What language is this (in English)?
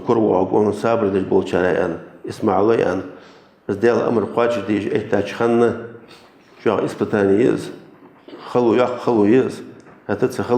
Ingush